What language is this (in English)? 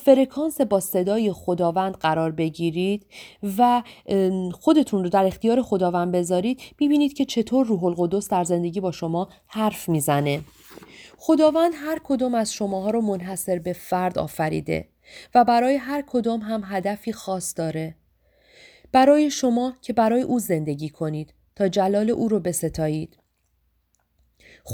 Persian